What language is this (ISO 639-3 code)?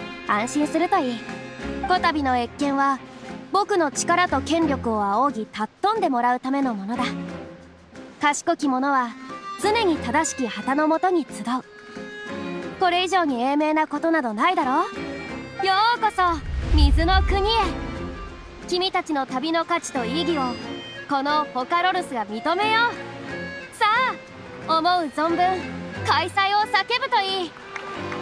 jpn